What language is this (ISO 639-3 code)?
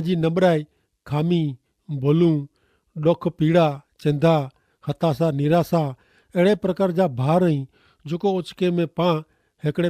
kfr